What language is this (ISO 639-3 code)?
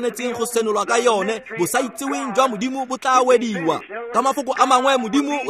tsn